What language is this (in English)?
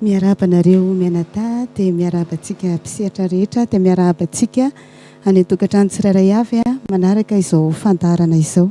Malagasy